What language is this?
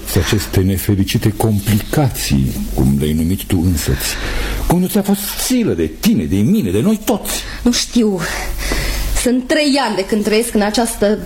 Romanian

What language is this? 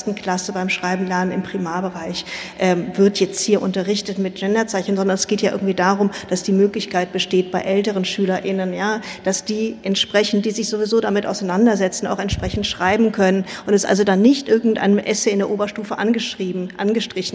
German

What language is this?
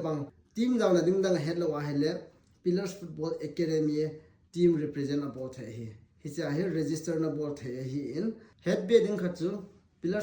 Thado Chin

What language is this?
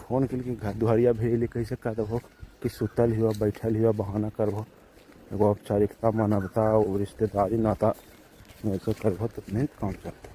Magahi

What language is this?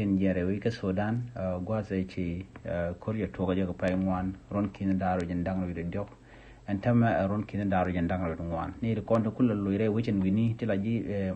Nuer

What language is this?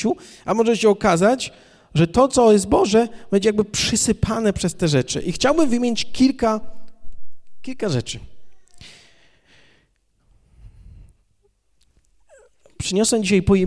Polish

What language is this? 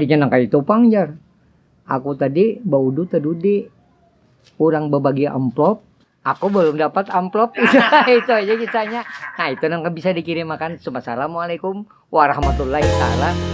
Banjar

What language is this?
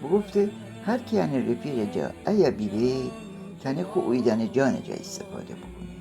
Gilaki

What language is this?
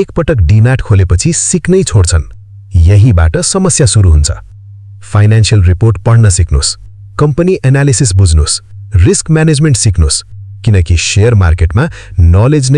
Nepali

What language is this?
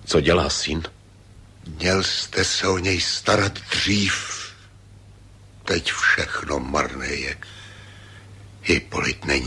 Czech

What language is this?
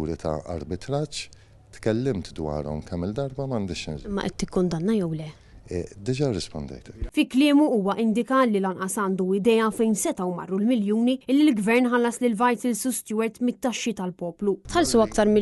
Maltese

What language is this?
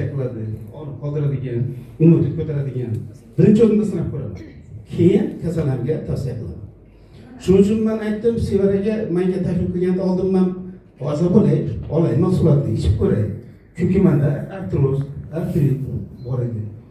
Uzbek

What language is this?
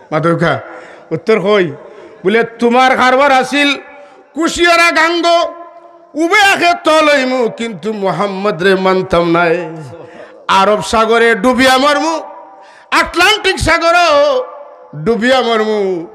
Sylheti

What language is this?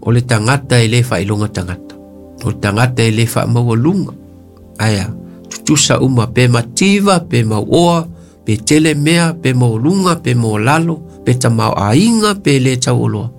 Samoan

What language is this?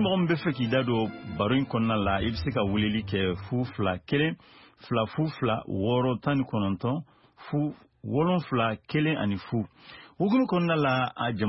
Bambara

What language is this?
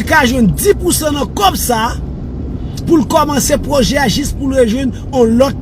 Haitian Creole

